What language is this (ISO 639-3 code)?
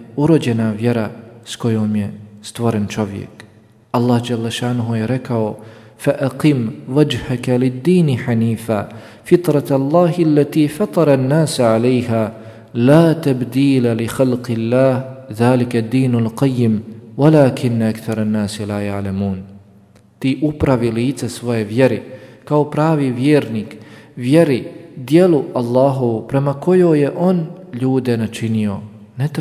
srp